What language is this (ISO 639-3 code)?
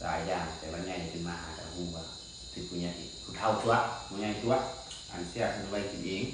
lao